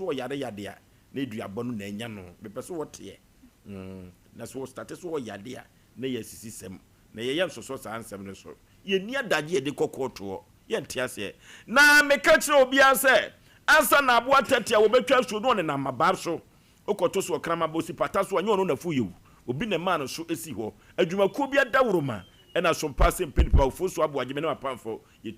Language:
Akan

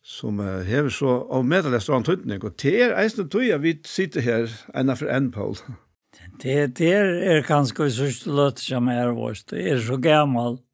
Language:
Faroese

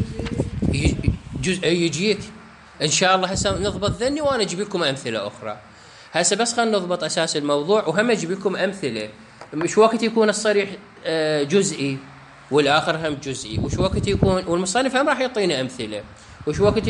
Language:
Mesopotamian Arabic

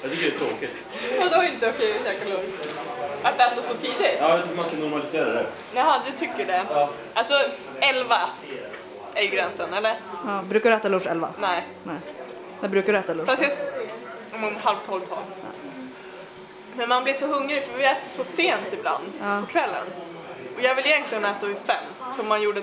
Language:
Swedish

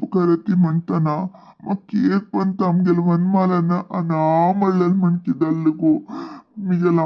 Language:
Konkani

